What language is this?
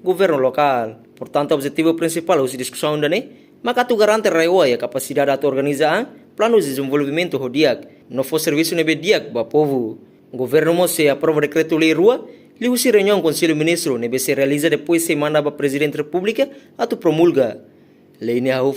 Tetum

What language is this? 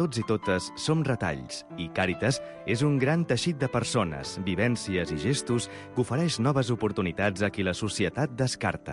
Catalan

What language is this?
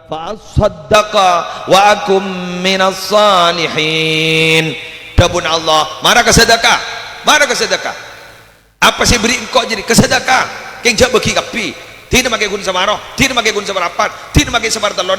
Madurese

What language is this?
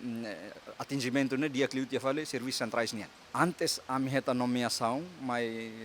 Tetum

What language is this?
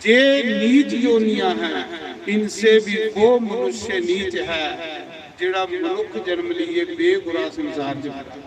Dogri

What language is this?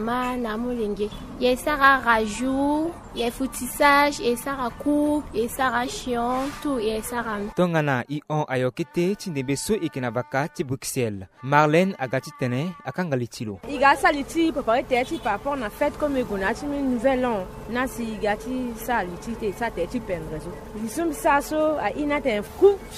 Sango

